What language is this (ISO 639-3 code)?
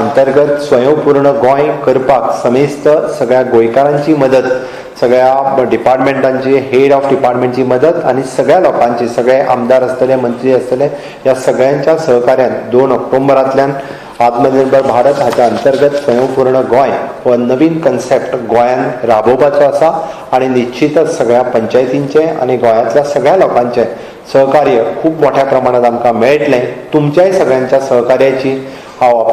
kok